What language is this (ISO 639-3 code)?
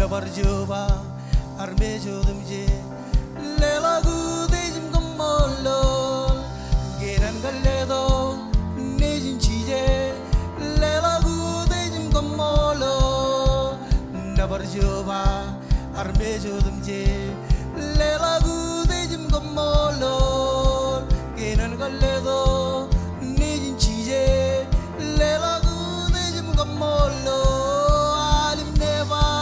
mah